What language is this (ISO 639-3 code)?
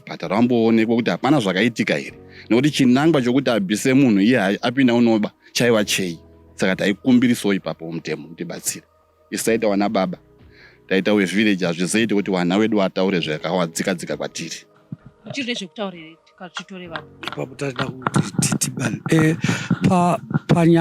sna